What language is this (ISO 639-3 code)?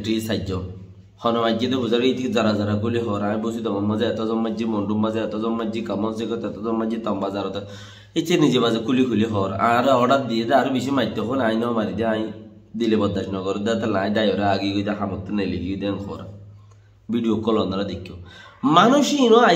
rhg